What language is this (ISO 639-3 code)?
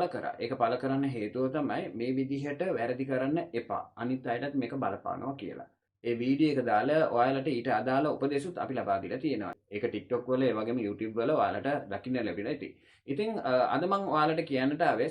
sin